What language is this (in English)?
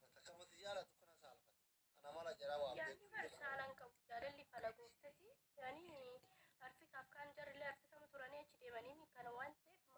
Oromo